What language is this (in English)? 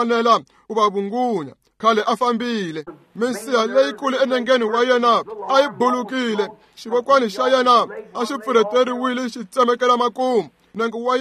Tsonga